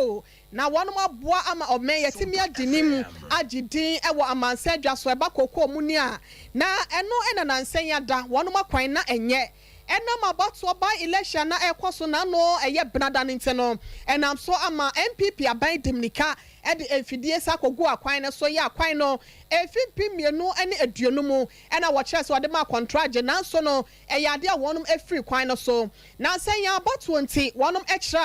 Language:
Akan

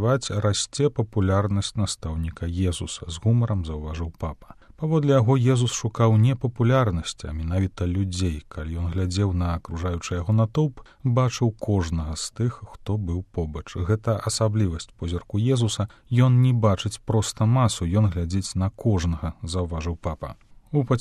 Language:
Belarusian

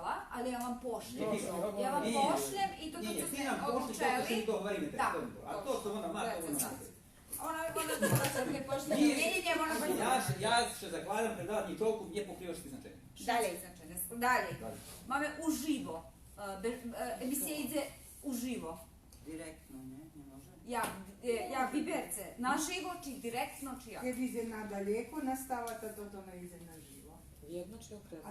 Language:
Rusyn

